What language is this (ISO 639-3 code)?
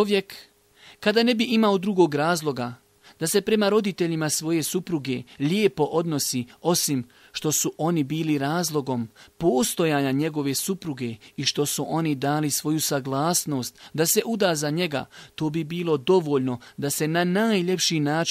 bos